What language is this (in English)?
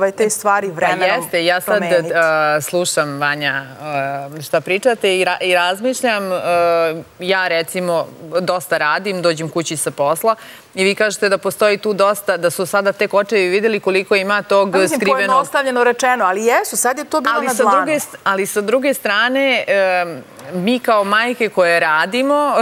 Serbian